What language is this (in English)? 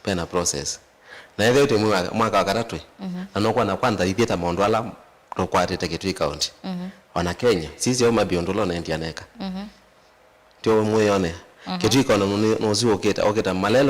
Kamba